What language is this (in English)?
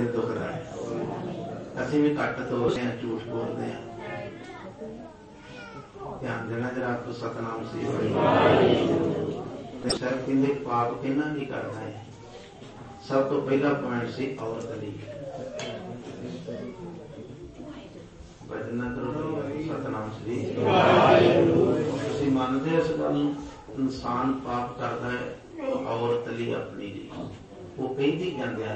Punjabi